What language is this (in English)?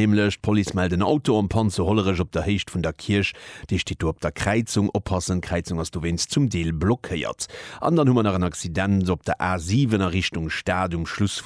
Luxembourgish